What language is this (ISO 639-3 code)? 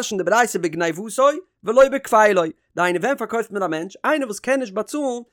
yid